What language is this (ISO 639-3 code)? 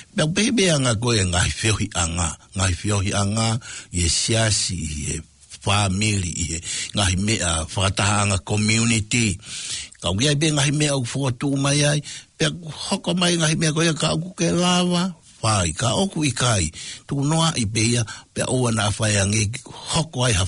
ton